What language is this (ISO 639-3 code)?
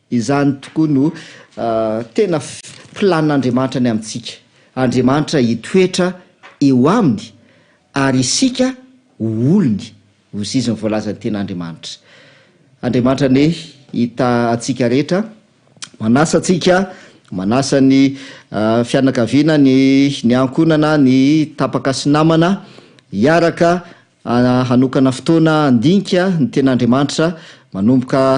mlg